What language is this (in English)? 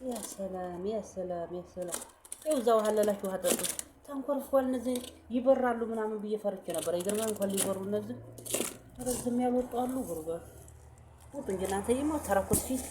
Amharic